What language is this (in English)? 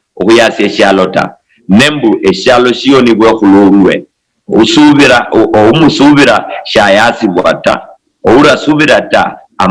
Luyia